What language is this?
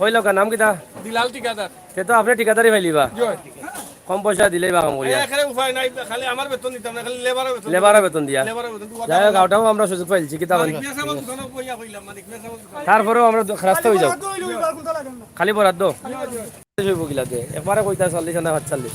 Sylheti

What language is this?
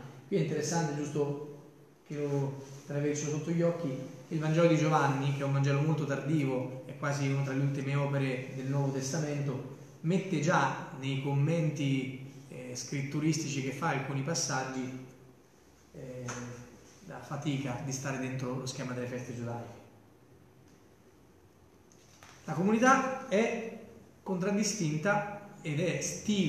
Italian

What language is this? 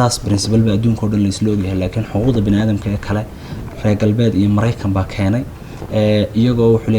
Somali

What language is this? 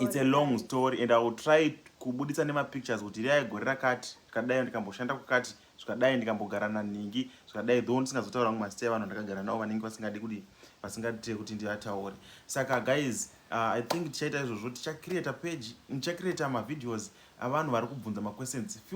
Shona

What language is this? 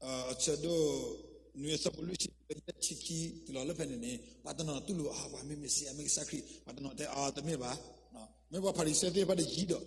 S'gaw Karen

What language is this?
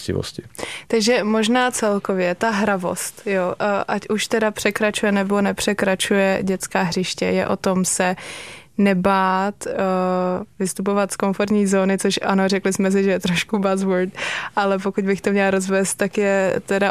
Czech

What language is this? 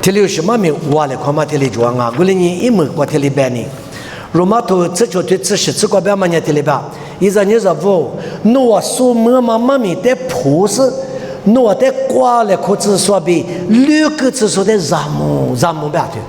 Lisu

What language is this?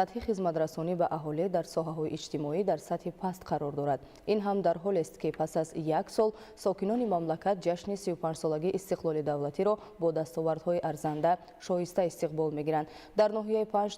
Tajik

